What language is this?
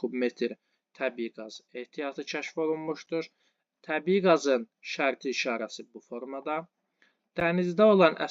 Azerbaijani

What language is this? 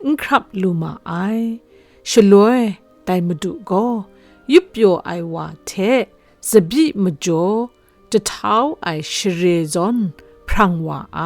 Kachin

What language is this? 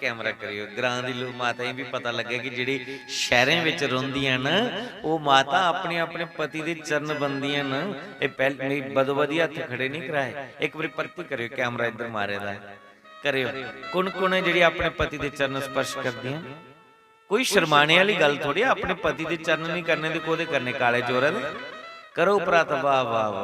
Dogri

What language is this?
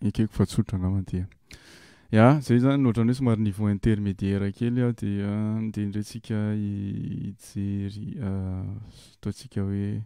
Malagasy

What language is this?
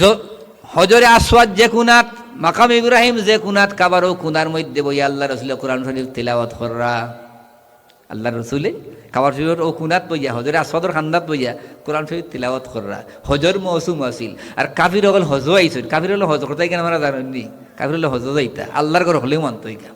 Sylheti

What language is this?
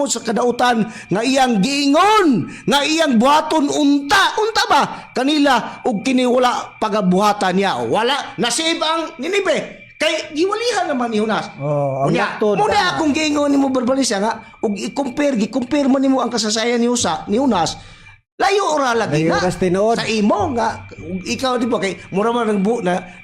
Cebuano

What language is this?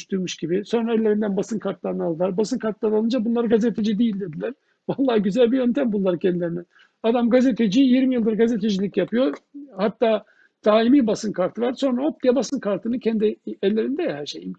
Turkish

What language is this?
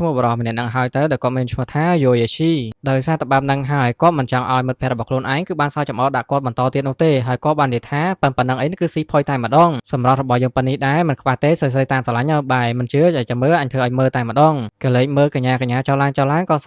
Khmer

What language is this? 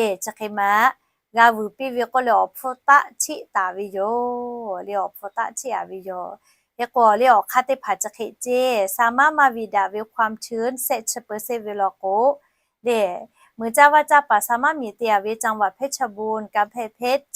Lahu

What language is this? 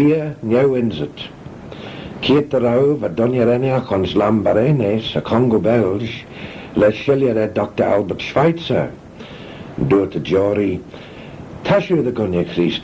Manx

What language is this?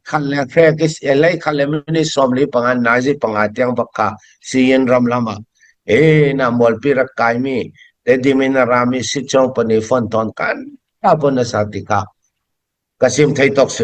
Falam Chin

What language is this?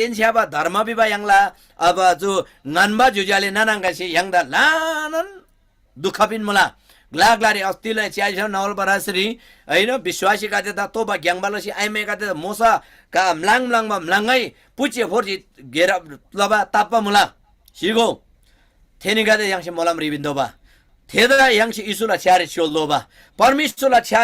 Eastern Tamang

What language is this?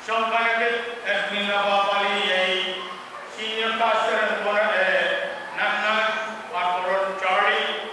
Pohnpeian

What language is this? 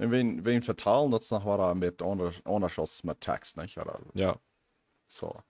Plautdietsch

